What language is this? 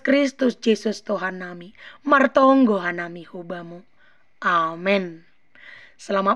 Batak Simalungun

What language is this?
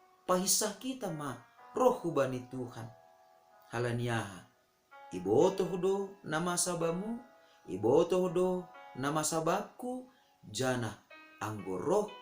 Batak Simalungun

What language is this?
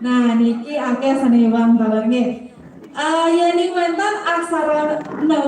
Balinese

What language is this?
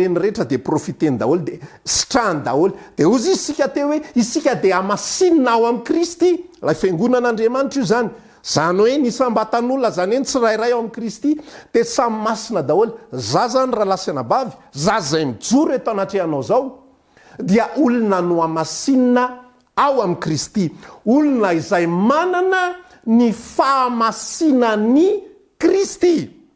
Malagasy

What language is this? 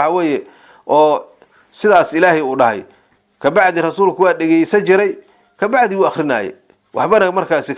Somali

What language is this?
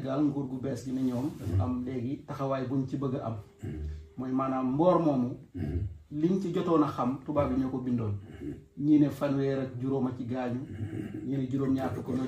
Wolof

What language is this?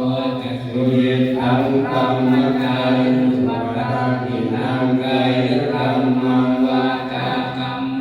Pali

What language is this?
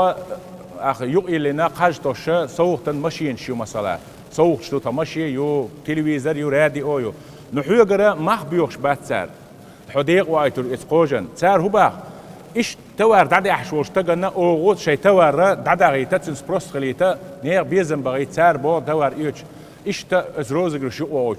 Chechen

